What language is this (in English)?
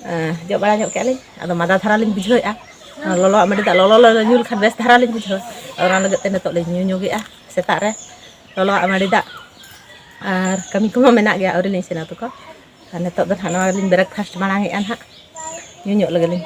Santali